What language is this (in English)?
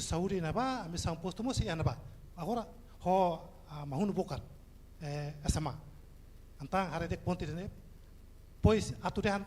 Tetum